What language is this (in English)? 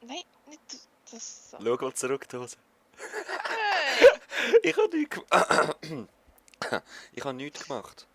Swiss German